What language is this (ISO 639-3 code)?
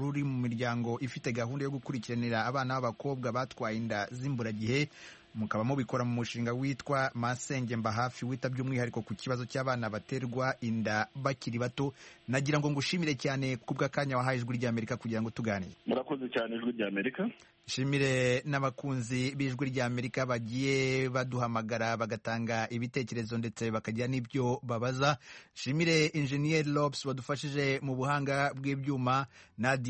kin